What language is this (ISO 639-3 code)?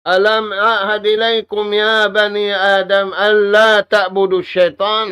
tsg